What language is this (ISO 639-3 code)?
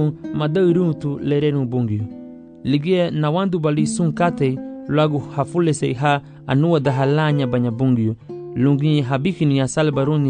cab